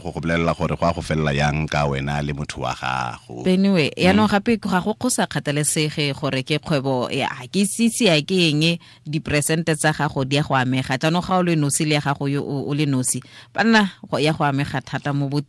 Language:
Tswana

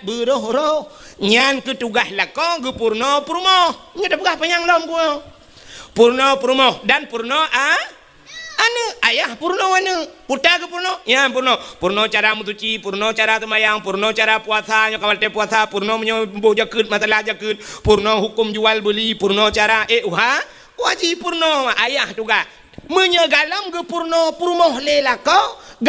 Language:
Achinese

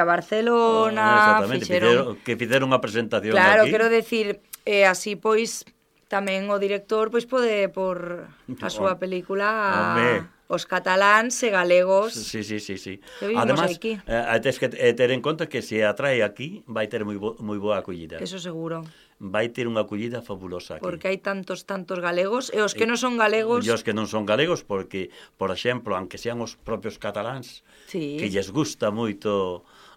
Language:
Galician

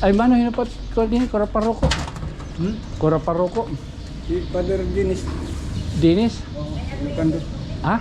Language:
Waray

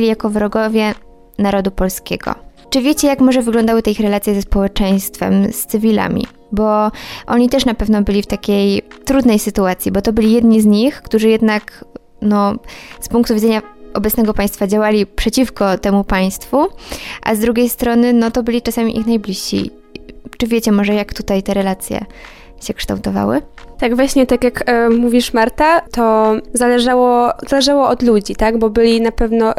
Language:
Polish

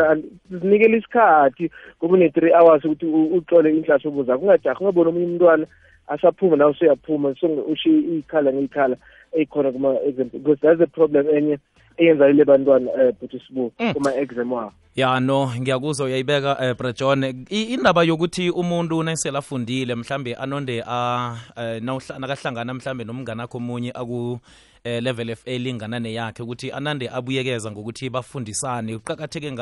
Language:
South Ndebele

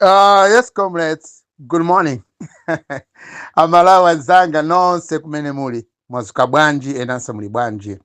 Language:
Nyanja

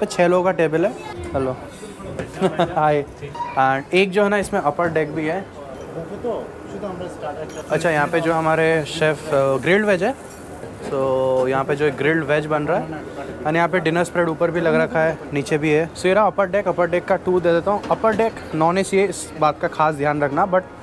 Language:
Hindi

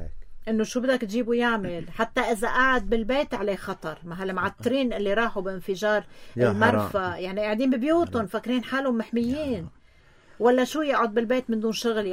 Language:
North Levantine Arabic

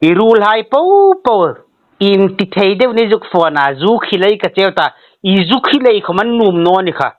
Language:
Hmar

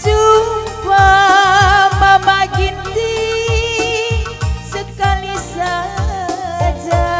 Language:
Batak Karo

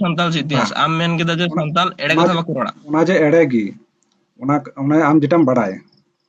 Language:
Santali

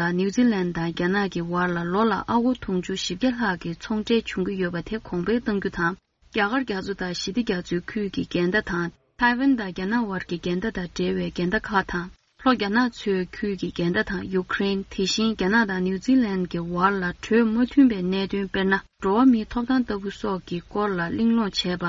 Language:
Tibetan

